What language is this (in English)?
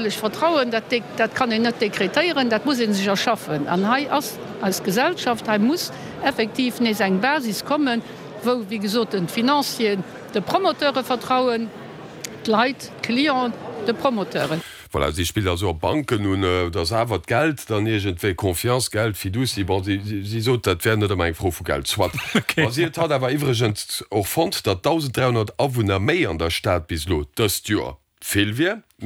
Luxembourgish